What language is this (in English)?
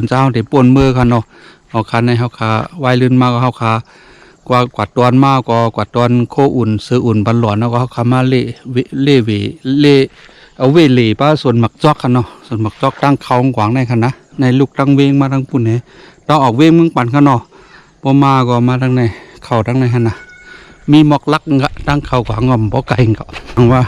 Shan